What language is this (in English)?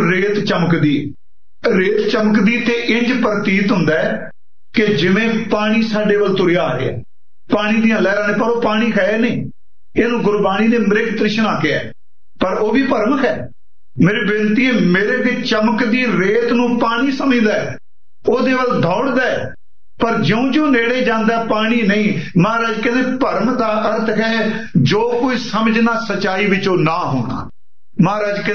Punjabi